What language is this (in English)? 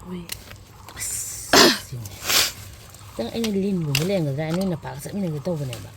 Manipuri